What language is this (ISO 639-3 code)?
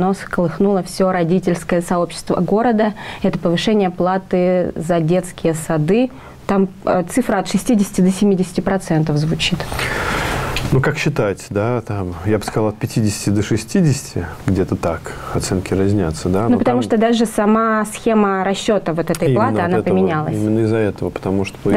rus